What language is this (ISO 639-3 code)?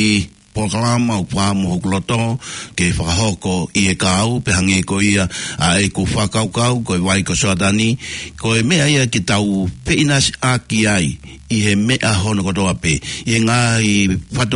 ton